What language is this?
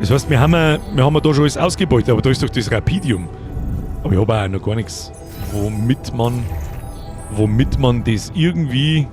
Bavarian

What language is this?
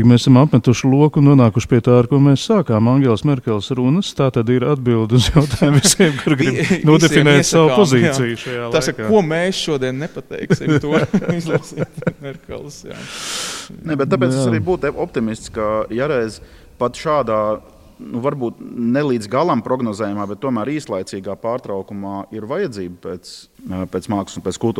Latvian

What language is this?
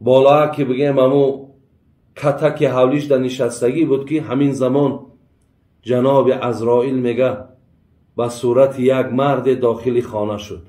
Tajik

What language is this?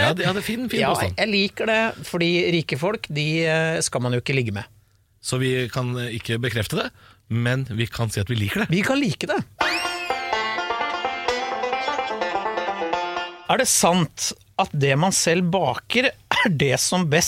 Norwegian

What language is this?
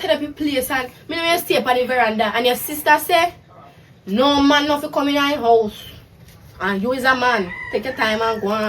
Jamaican Creole English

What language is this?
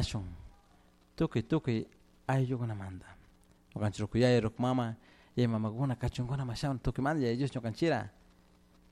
Chimborazo Highland Quichua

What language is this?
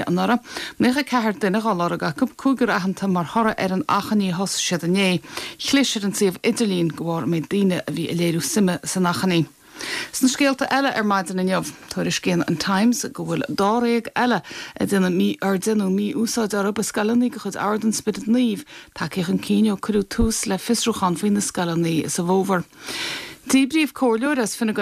Irish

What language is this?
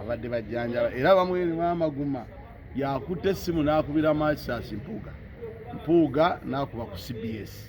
Ganda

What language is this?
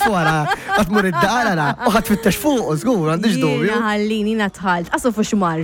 Maltese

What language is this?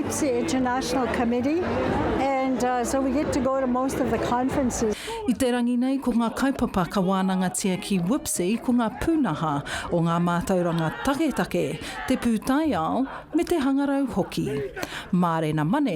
Māori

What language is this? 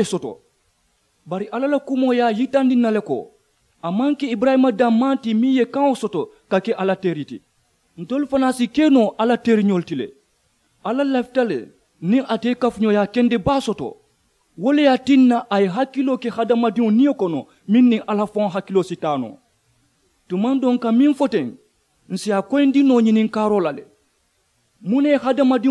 Mandingo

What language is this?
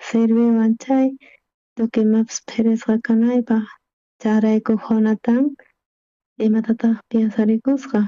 South Bolivian Quechua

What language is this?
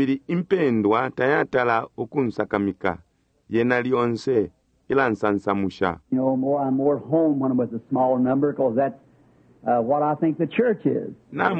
Bemba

